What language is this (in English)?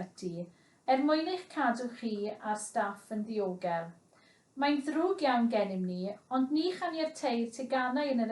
Welsh